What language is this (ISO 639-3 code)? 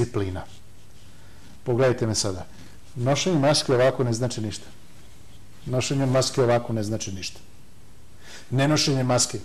srp